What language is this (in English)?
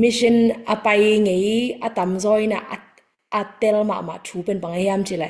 Tedim Chin